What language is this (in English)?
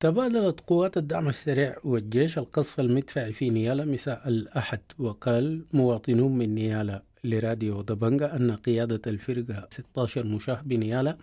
Sudanese Arabic